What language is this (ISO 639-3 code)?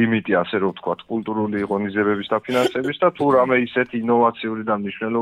kat